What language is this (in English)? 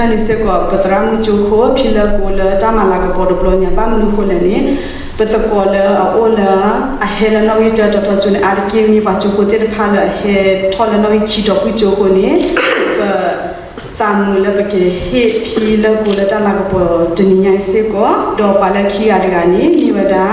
S'gaw Karen